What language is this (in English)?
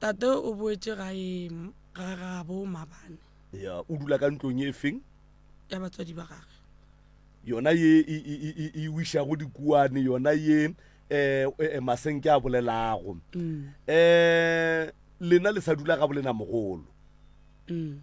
Northern Sotho